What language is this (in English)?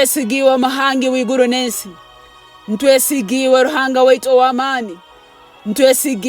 Nyankole